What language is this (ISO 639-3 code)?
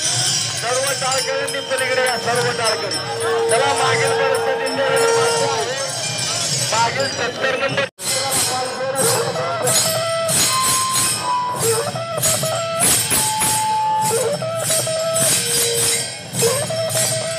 mar